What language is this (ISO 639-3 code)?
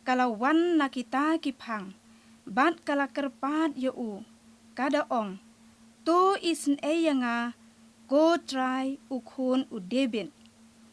kha